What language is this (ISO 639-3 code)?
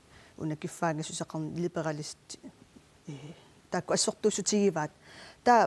kal